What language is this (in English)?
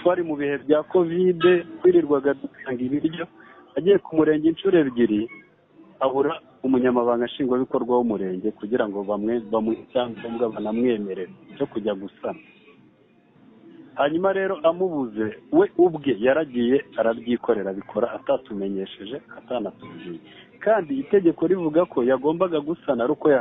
Kinyarwanda